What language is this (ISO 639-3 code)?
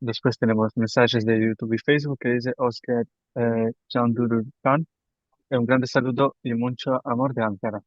lad